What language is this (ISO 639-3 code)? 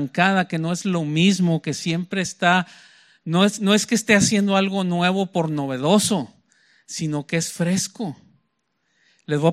spa